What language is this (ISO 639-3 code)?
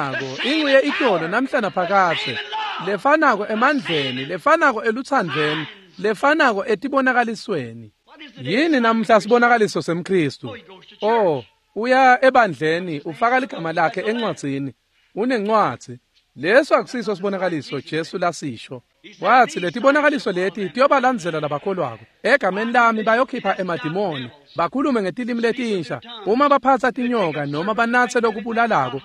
ssw